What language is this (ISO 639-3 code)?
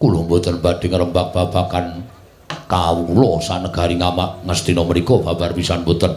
jav